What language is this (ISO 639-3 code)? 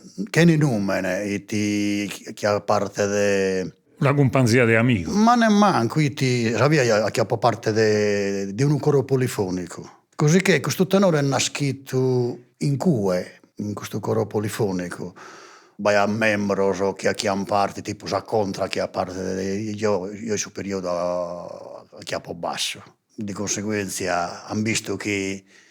srd